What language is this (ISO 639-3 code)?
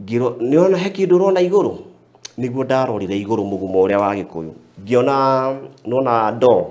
kik